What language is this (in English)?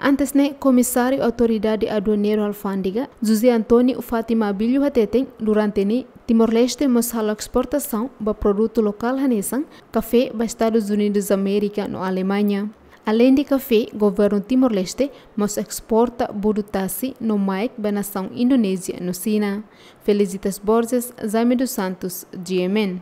Tetum